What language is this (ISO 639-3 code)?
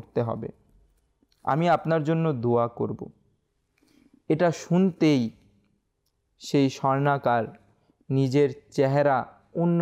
ben